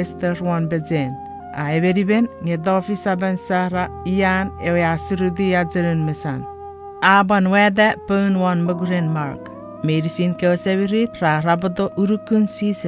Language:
Chuukese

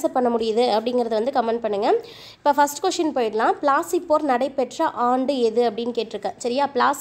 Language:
Tamil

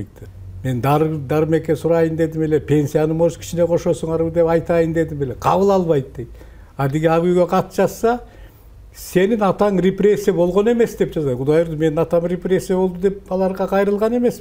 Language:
Kyrgyz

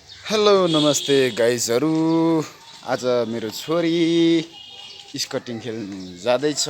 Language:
Nepali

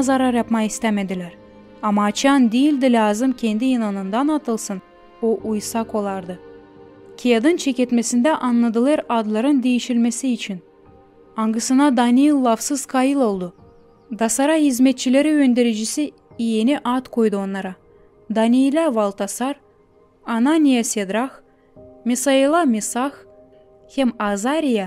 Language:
Gagauz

